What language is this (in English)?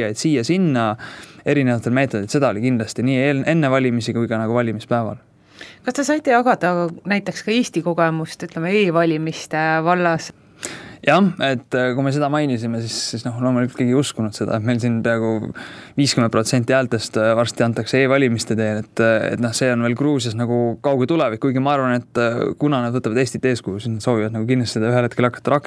Estonian